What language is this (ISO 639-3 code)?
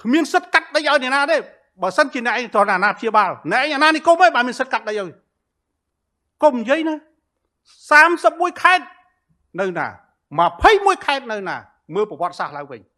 khm